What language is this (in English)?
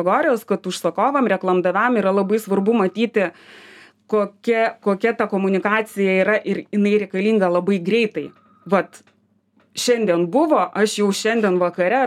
Lithuanian